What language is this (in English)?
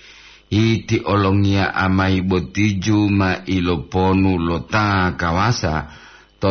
Gorontalo